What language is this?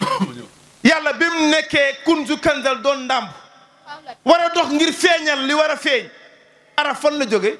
Wolof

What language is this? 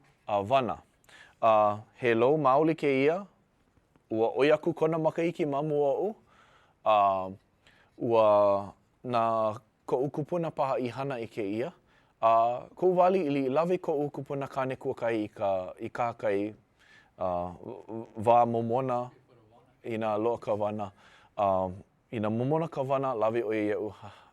Hawaiian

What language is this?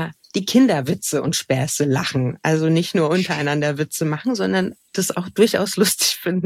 German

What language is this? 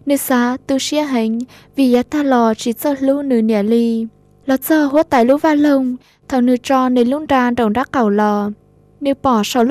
Hmong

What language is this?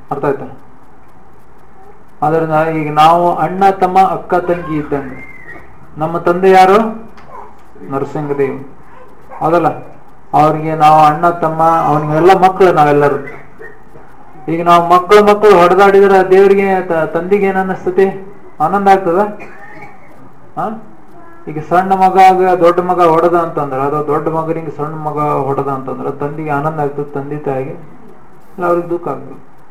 Kannada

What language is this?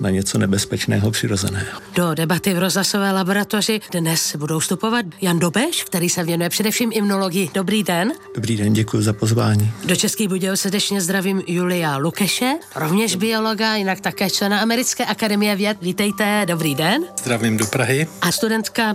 Czech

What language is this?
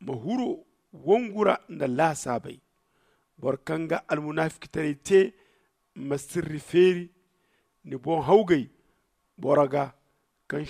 Zarma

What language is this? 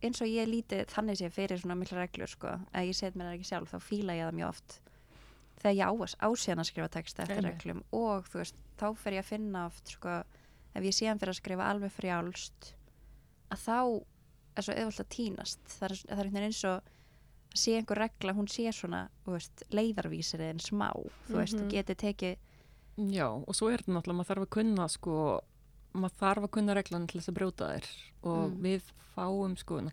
Icelandic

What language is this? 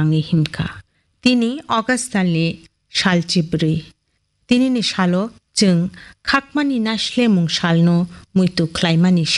Kok Borok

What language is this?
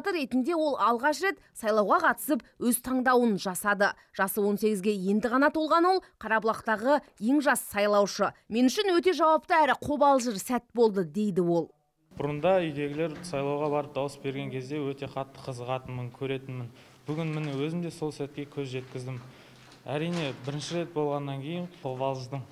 Kazakh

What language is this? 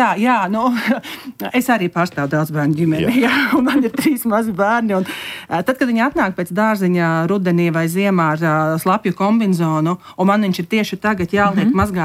Latvian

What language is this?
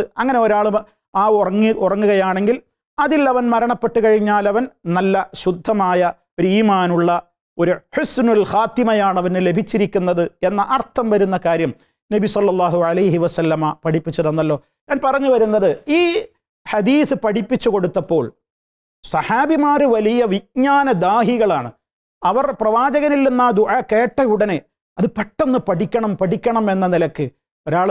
Malayalam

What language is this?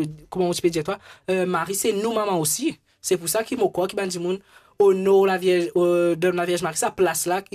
Morisyen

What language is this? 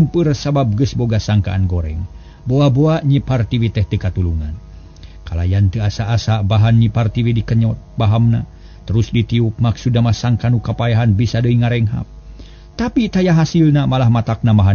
Sundanese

